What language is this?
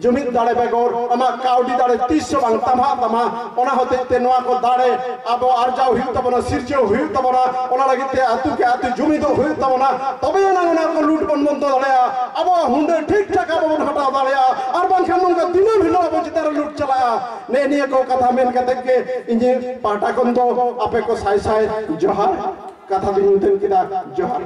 Santali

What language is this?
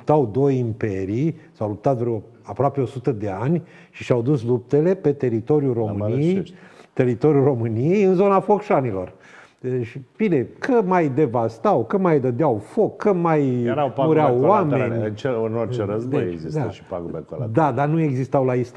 Romanian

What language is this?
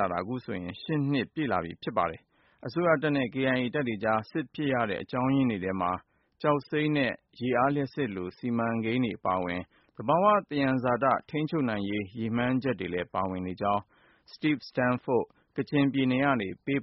Burmese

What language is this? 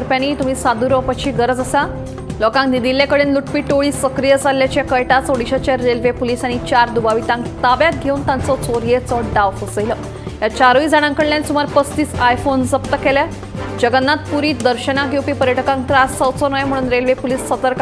Konkani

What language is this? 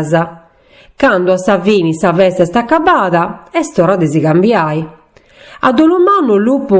Sardinian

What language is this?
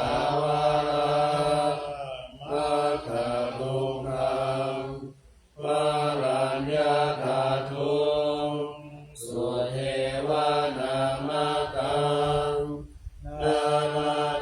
Pali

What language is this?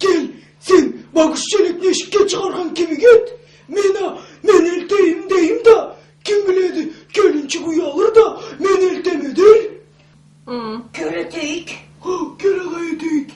Karachay-Balkar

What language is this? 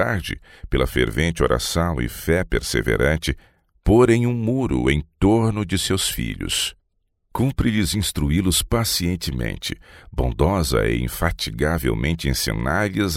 Portuguese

